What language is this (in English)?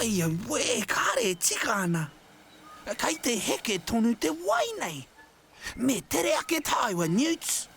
Māori